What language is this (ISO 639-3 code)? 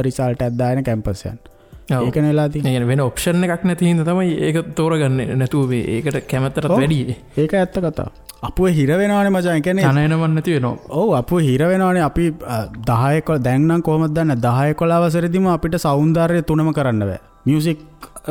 sin